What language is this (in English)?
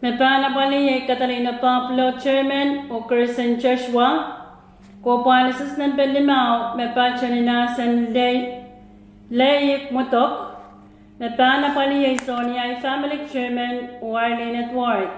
Pohnpeian